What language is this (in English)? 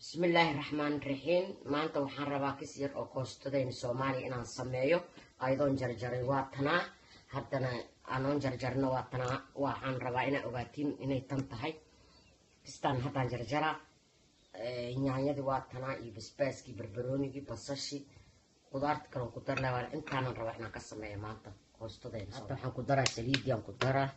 Somali